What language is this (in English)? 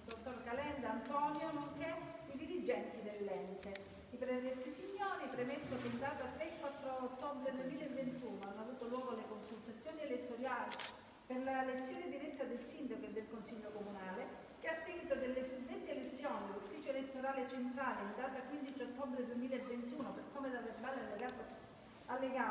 Italian